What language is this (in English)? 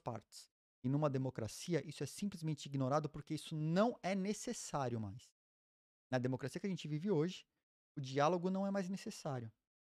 Portuguese